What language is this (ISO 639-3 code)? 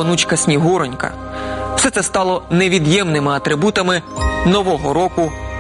ukr